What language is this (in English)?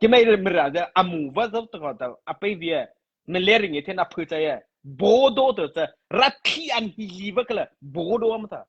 Mara Chin